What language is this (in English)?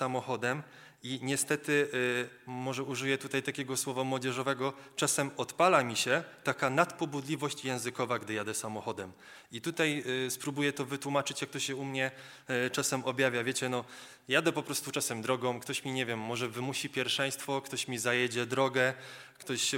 Polish